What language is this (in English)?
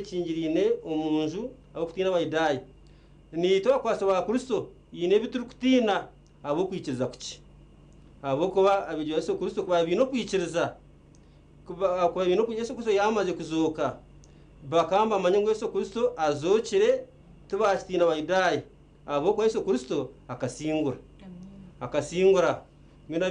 Nyankole